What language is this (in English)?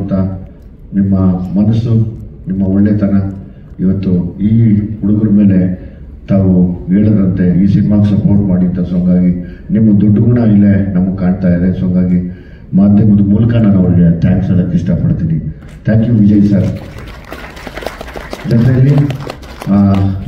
Kannada